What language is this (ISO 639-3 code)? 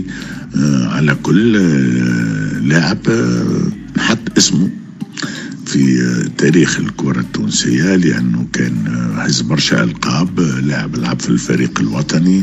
aeb